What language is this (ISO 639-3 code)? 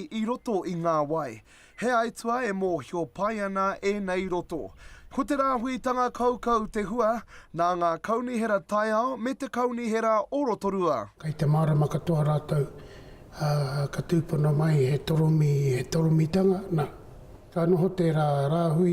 mri